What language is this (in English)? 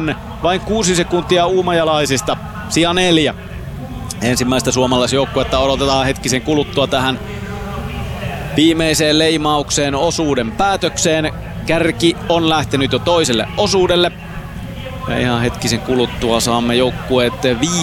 Finnish